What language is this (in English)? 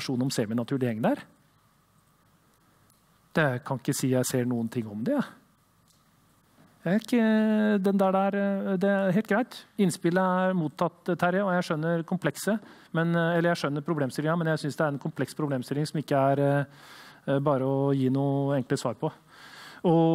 Norwegian